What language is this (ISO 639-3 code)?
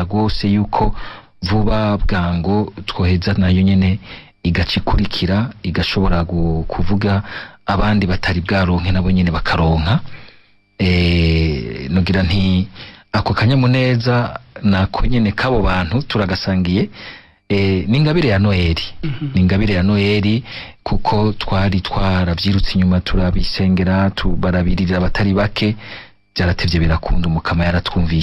run